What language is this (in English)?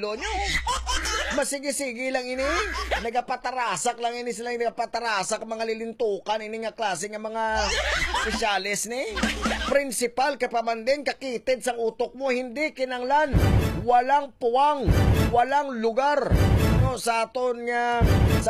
Hiligaynon